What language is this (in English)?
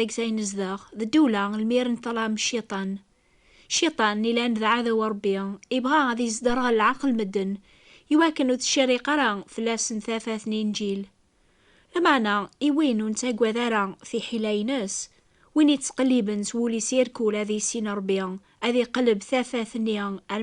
Kabyle